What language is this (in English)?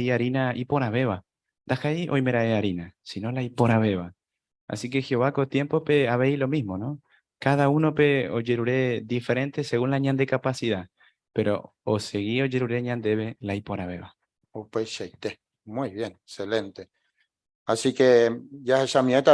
Guarani